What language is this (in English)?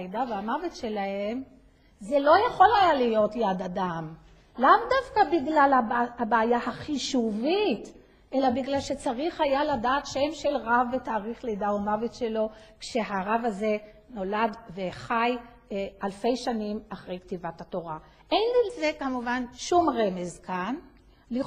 Hebrew